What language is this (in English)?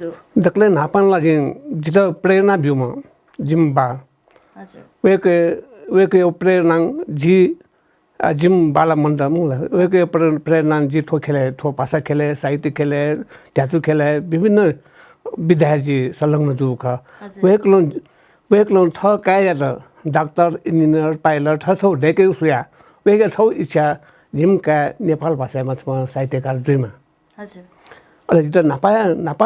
Newari